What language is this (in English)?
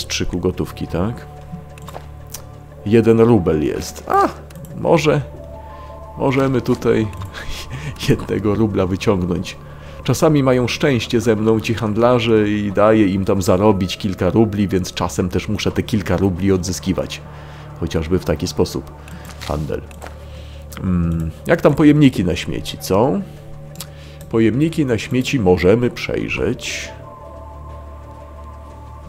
Polish